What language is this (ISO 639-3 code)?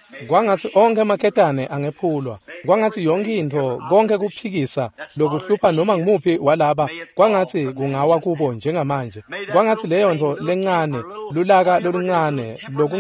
ssw